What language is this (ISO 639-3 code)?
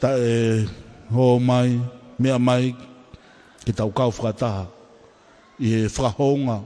ton